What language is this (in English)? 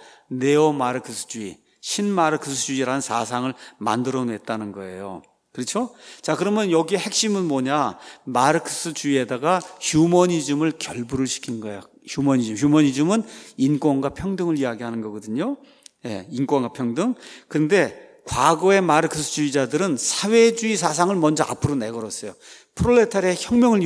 Korean